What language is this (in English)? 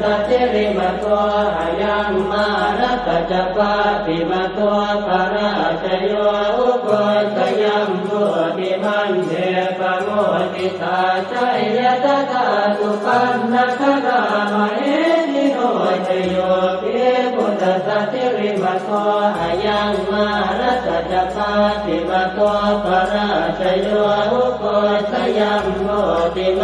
Pali